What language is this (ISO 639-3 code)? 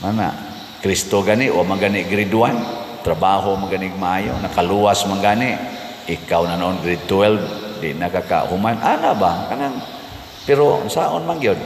ceb